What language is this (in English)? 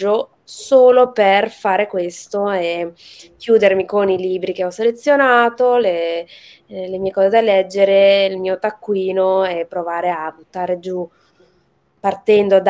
Italian